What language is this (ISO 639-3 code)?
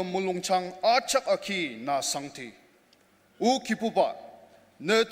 njo